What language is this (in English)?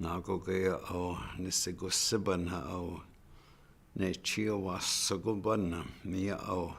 Chippewa